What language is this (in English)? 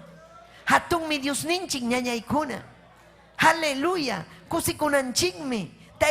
Ayacucho Quechua